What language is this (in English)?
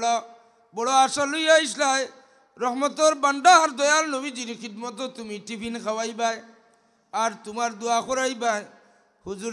Sylheti